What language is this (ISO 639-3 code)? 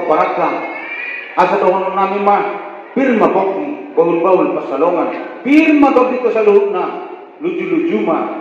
bbc